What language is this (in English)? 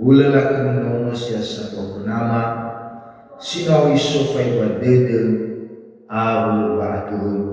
Nias